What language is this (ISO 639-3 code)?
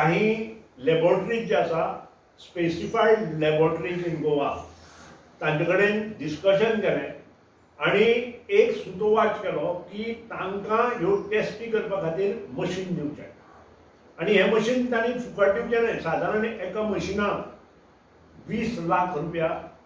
kok